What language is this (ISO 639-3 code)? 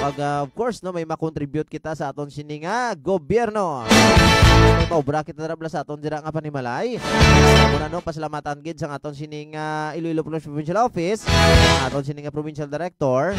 hil